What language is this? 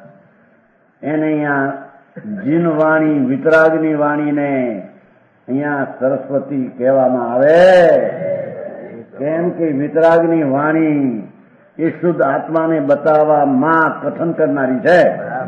Gujarati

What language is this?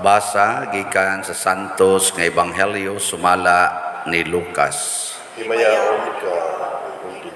Cebuano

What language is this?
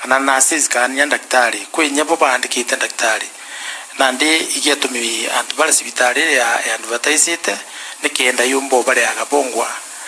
Meru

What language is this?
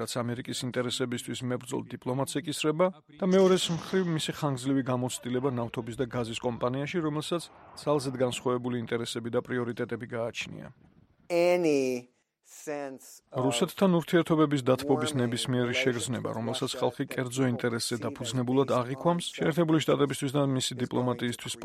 Georgian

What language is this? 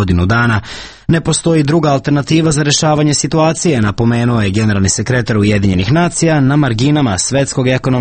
Serbian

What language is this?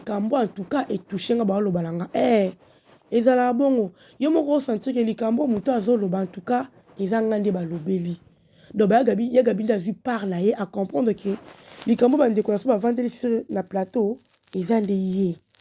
Lingala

